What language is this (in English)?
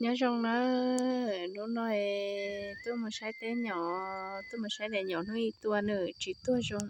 Hmong